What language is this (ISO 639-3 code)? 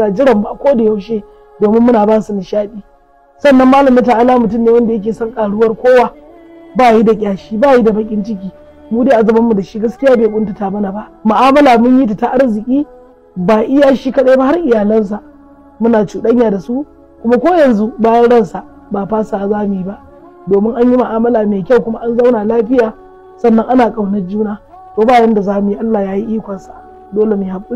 hau